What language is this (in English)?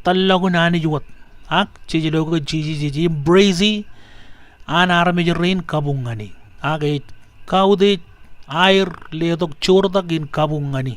Marshallese